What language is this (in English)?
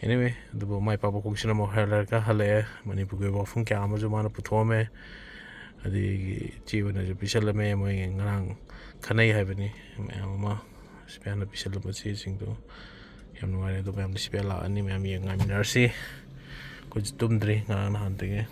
Manipuri